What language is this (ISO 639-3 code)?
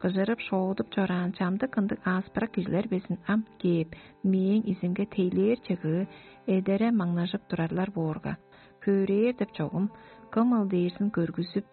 tyv